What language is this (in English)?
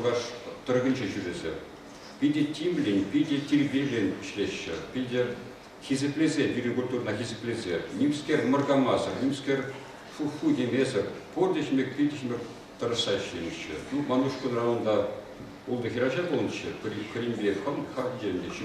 Chuvash